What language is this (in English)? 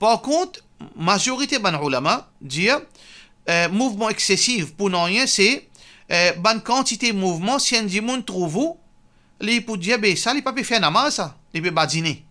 Morisyen